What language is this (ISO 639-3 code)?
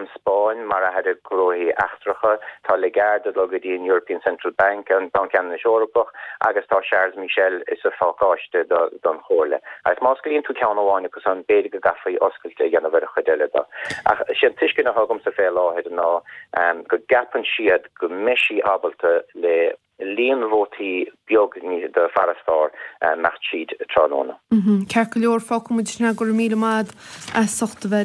gle